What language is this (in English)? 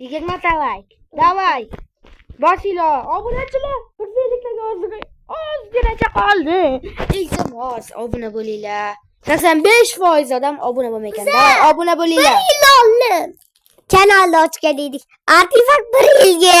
Uzbek